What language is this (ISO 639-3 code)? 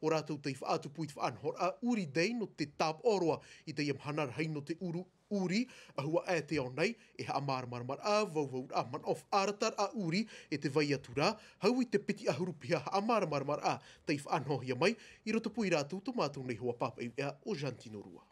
tah